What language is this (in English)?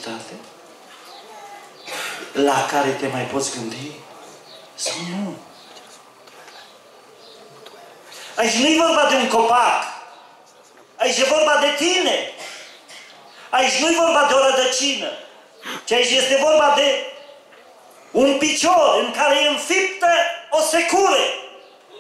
Romanian